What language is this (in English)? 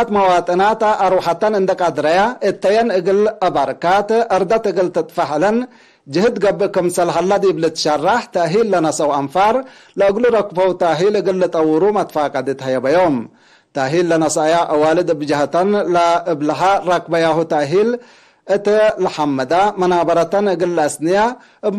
Tigre